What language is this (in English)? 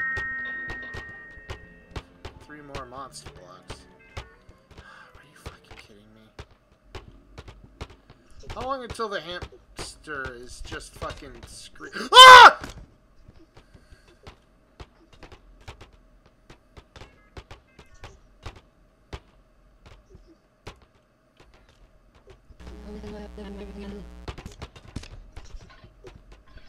English